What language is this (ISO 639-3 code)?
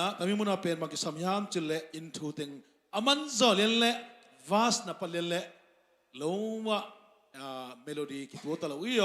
ctd